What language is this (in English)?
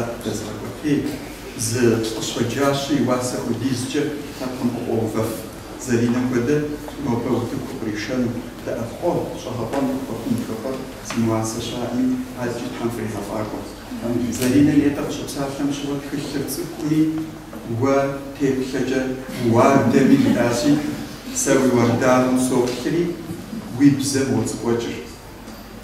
Kabardian